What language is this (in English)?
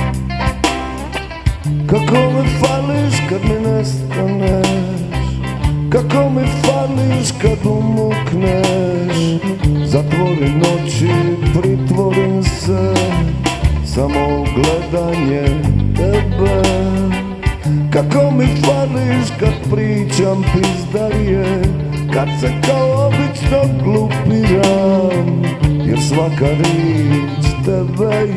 Croatian